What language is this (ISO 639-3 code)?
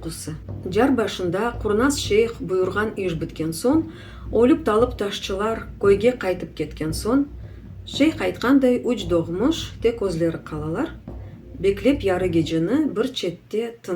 crh